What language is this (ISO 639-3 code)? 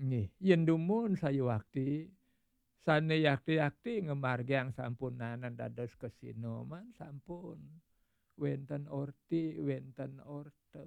ban